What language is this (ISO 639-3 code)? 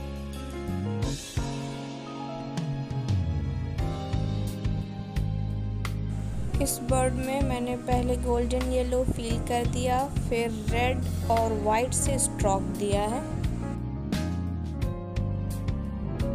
hin